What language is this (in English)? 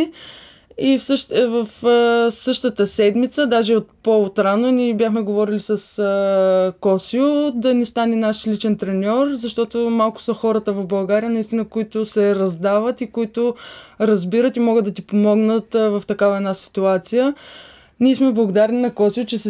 Bulgarian